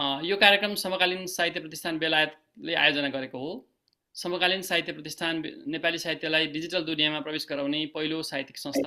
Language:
Nepali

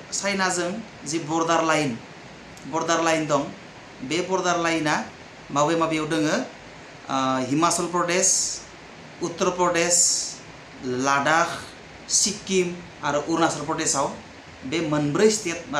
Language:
Bodo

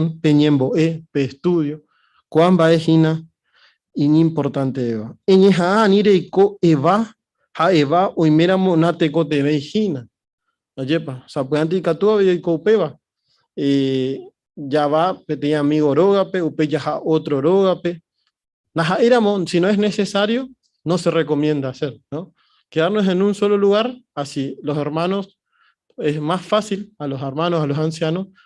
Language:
Guarani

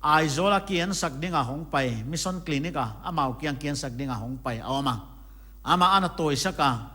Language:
Paite Chin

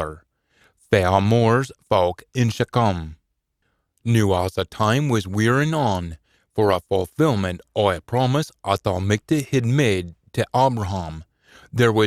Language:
Scots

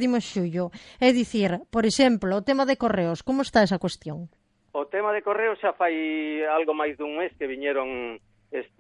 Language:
Galician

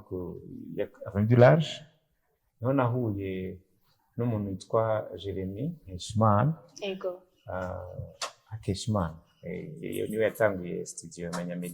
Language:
Rundi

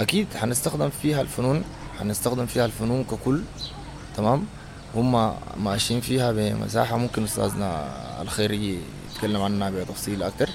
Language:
Sudanese Arabic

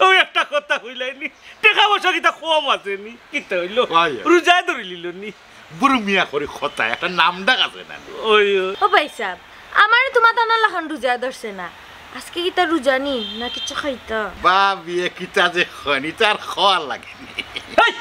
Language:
Sylheti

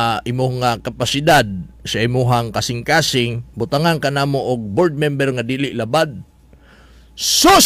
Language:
Cebuano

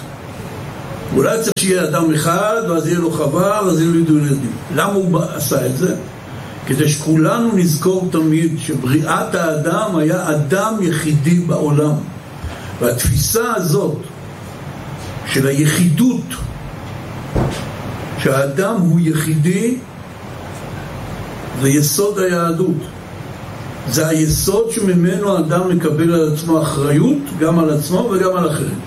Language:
Hebrew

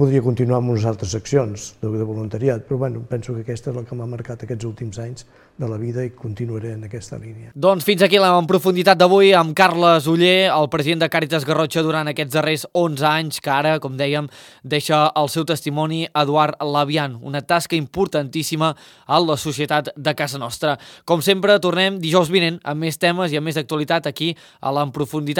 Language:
Catalan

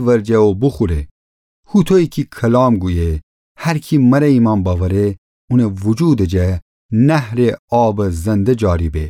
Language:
Gilaki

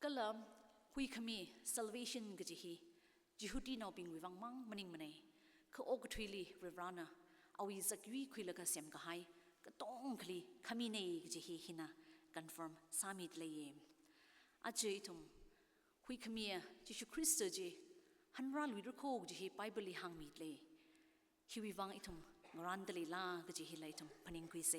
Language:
Tangkhul Naga (India)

